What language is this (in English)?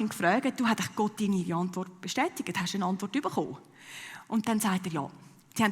Swiss German